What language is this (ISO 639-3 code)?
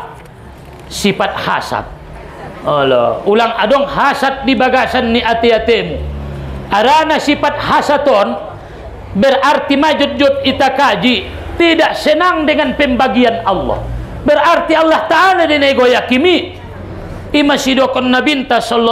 btm